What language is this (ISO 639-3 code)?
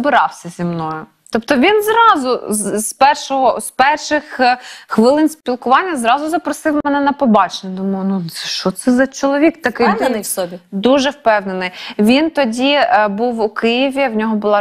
ukr